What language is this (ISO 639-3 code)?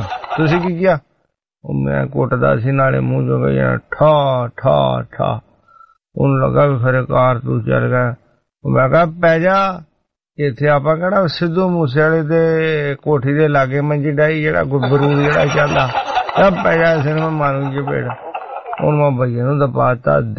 pan